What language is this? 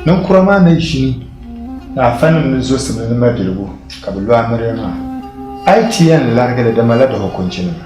Dagbani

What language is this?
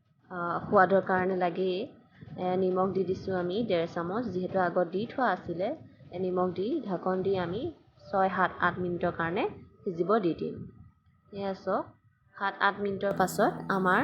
Assamese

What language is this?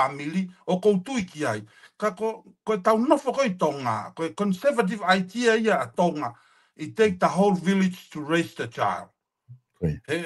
Tongan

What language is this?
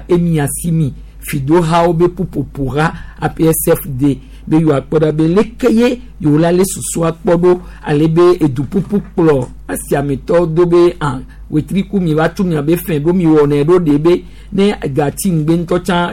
Gen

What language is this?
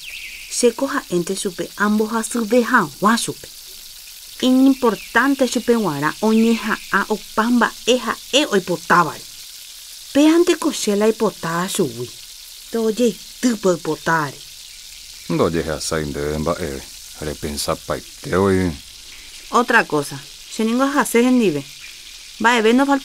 Guarani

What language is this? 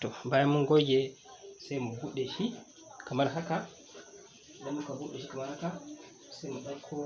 Hausa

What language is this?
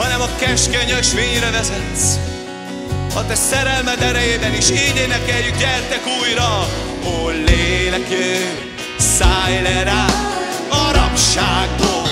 Hungarian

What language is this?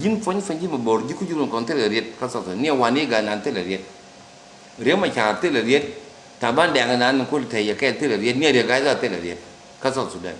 Nuer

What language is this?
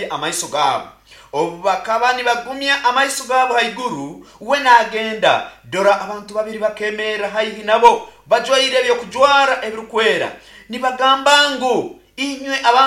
Nyoro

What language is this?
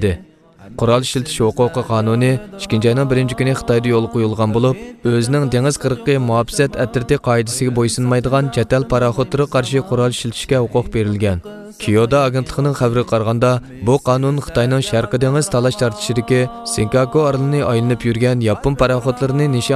Uyghur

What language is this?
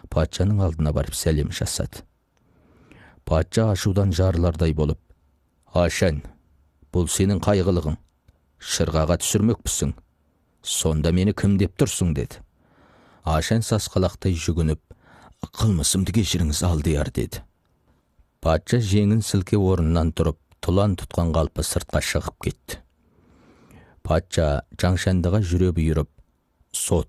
Kazakh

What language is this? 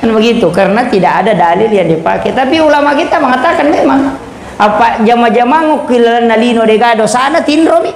Buginese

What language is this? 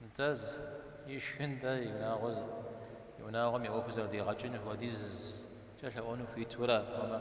Kabardian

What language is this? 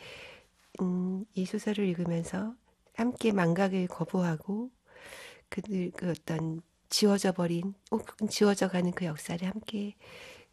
Korean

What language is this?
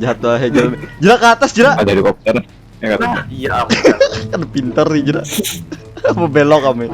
Banjar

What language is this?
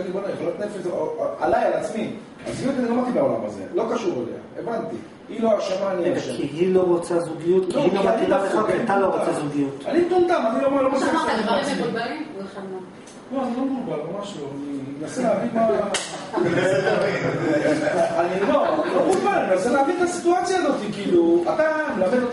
Hebrew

